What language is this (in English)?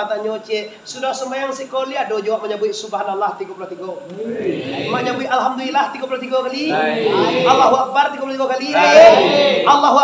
Minangkabau